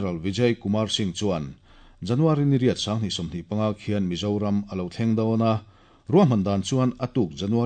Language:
Mizo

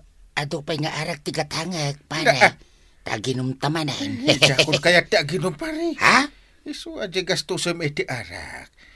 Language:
Iloko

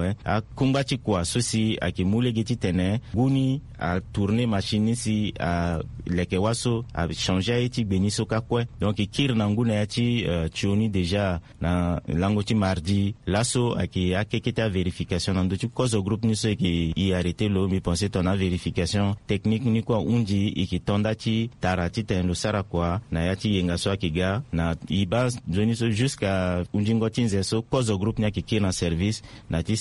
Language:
Sango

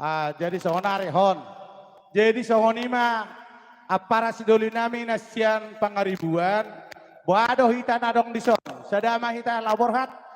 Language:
Batak Toba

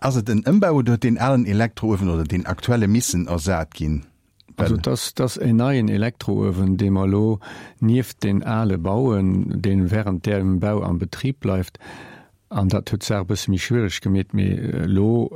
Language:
Luxembourgish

